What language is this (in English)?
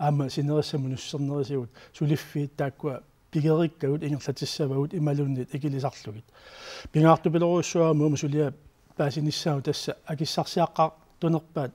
Kalaallisut